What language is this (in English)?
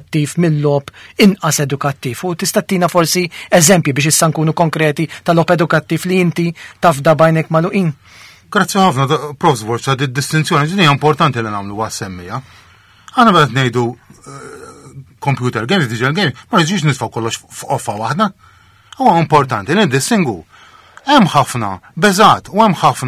Maltese